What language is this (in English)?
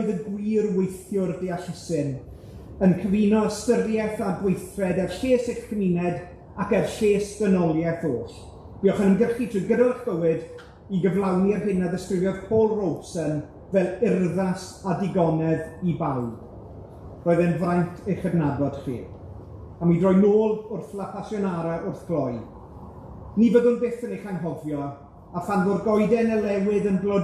Welsh